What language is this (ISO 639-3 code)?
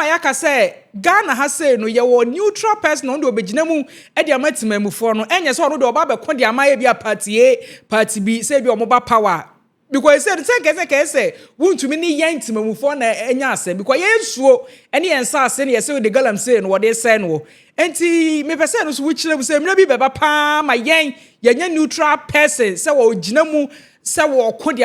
aka